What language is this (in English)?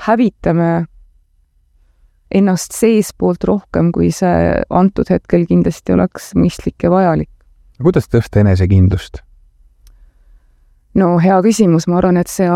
Estonian